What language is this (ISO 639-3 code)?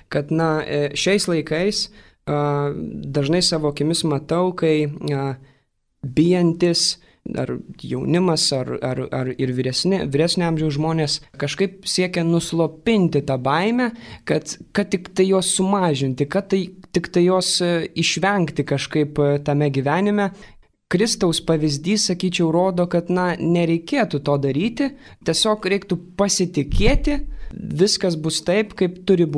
lit